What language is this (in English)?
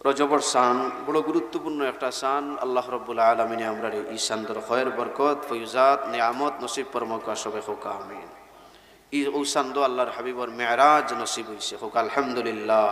Sylheti